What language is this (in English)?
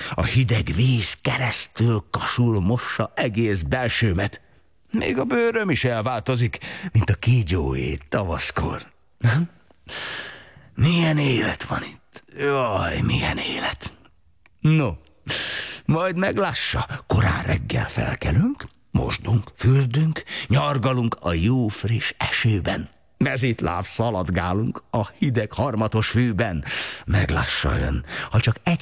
Hungarian